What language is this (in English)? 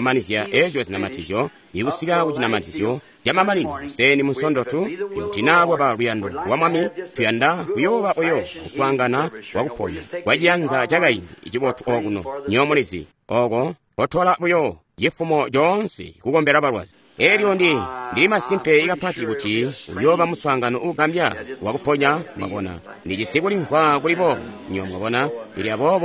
Tonga (Zambia)